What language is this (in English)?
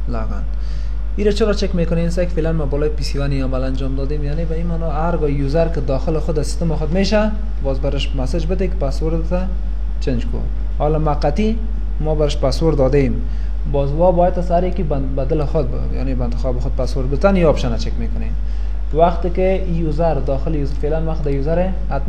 Persian